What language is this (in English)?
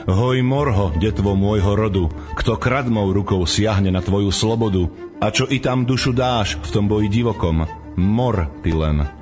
Slovak